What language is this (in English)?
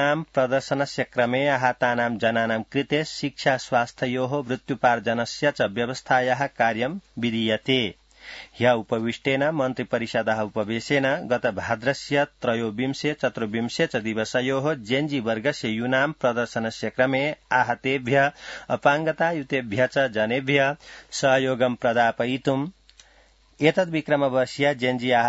Sanskrit